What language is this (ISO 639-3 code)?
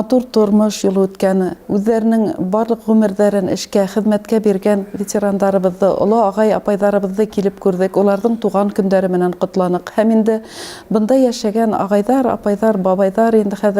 bak